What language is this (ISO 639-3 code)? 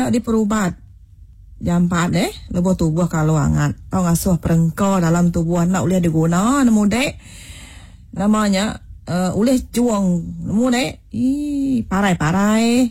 iba